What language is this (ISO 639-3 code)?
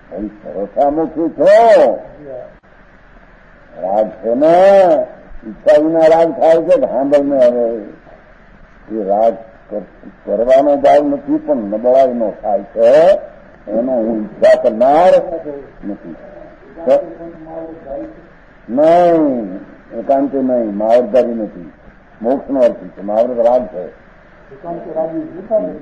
guj